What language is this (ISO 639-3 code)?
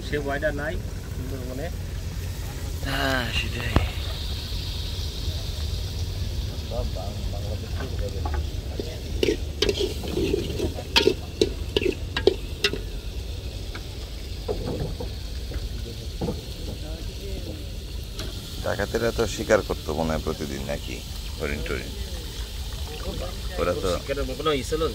ben